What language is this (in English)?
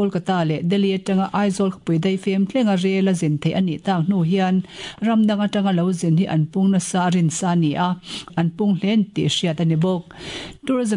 Mizo